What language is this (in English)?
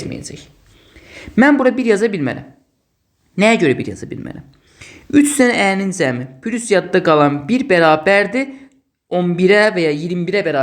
Azerbaijani